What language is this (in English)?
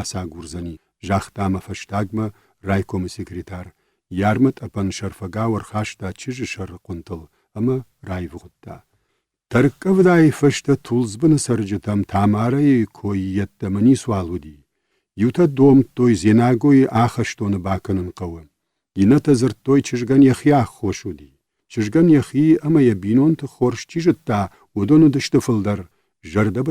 Ossetic